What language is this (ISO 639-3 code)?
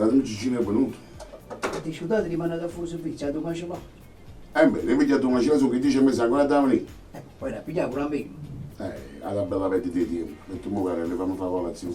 nap